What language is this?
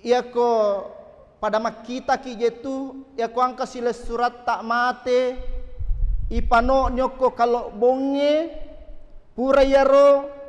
Buginese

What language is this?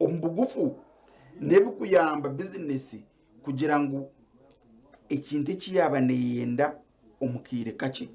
Nyankole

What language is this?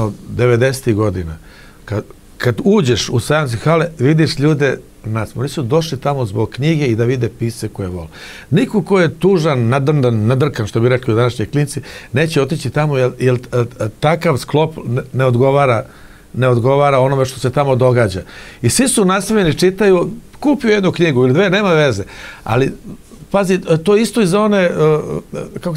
Serbian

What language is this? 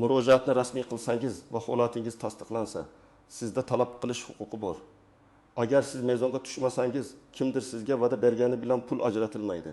Uzbek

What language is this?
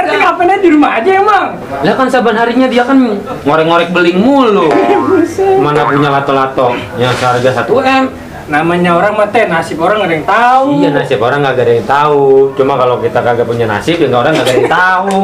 Betawi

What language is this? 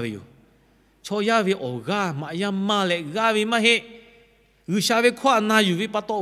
Lahu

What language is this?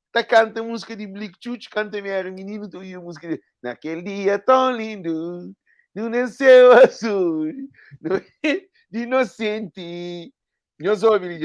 Kabuverdianu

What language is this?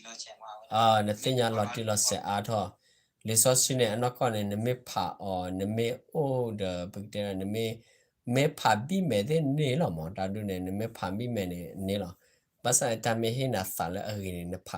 S'gaw Karen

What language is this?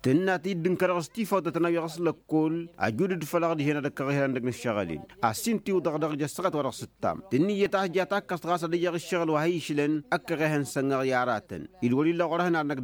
Tamasheq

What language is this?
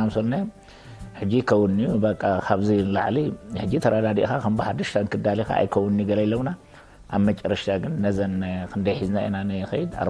Tigrinya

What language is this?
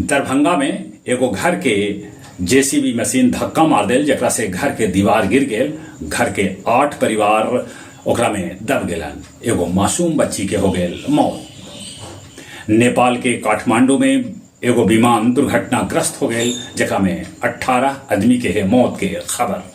Magahi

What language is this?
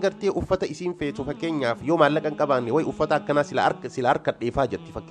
Oromo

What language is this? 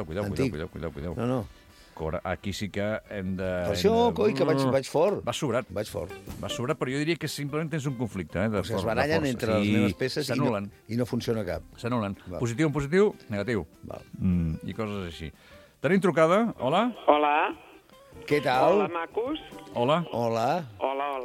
Catalan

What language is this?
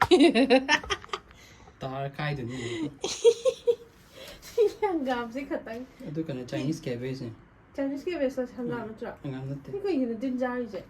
Manipuri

